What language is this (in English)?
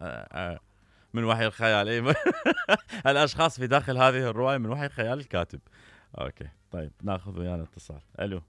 Mesopotamian Arabic